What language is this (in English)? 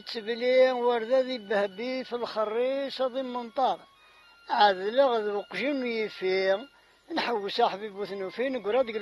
Kabyle